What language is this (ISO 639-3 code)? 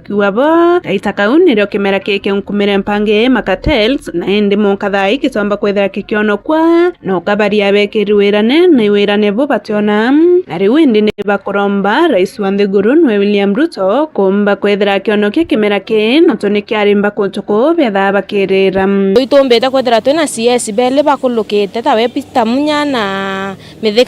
mer